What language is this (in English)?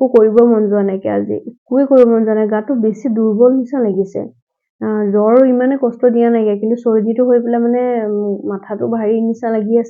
Assamese